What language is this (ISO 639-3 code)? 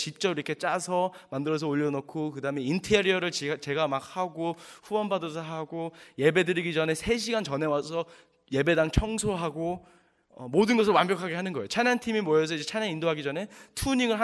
kor